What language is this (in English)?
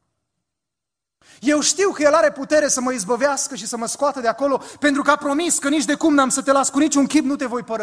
Romanian